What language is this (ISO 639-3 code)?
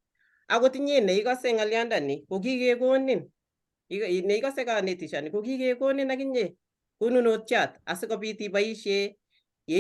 kln